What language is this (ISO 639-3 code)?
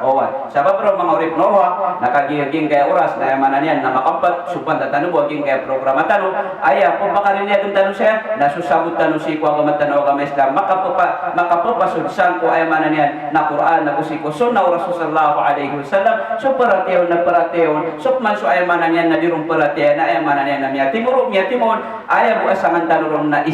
mrw